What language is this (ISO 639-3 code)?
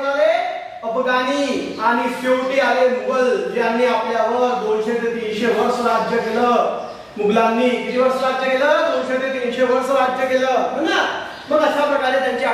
mar